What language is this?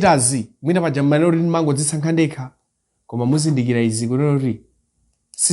Nyanja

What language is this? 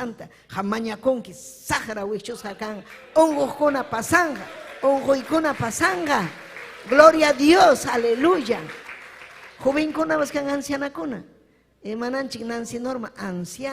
Ayacucho Quechua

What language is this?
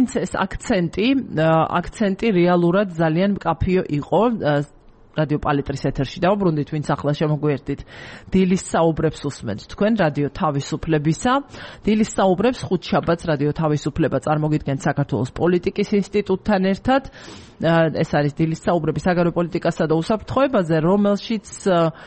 Georgian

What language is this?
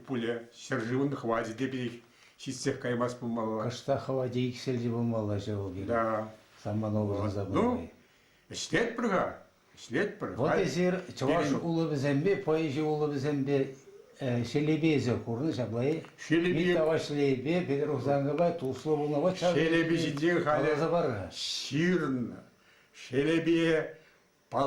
Chuvash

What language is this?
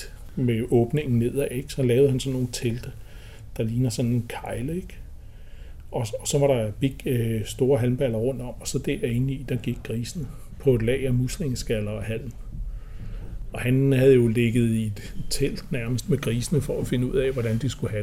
Danish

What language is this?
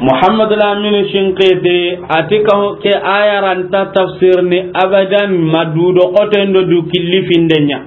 Soninke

